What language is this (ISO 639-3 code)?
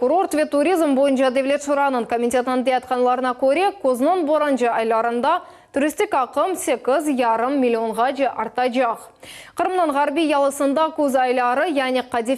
crh